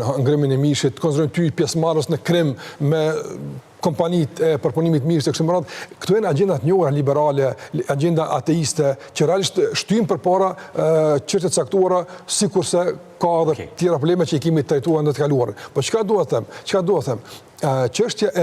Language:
Albanian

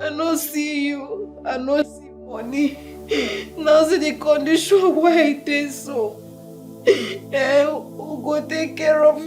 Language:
Nigerian Pidgin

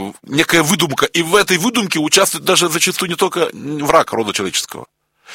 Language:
Russian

